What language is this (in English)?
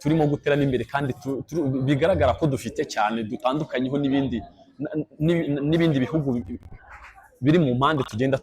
Kinyarwanda